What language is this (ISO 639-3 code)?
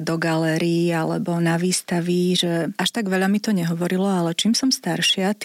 slk